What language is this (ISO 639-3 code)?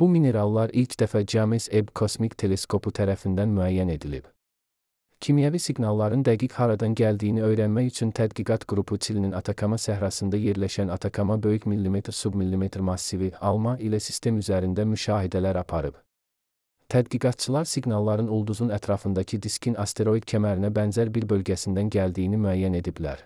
aze